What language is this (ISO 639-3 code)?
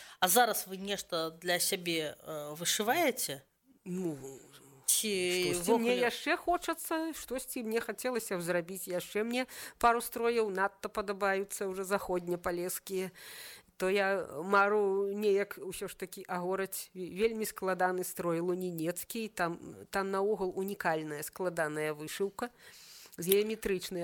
bel